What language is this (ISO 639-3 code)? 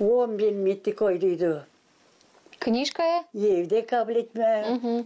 gag